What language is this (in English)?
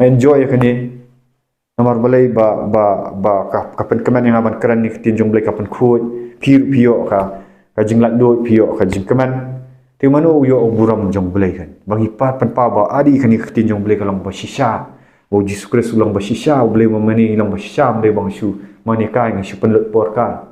Khasi